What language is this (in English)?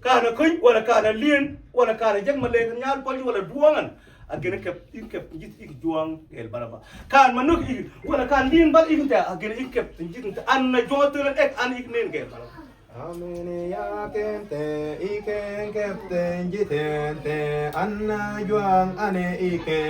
Mabaan